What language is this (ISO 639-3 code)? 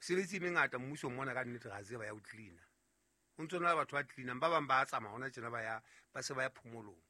sot